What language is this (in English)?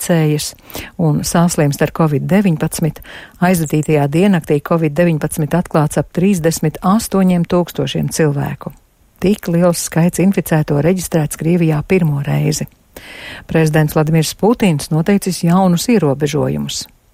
Latvian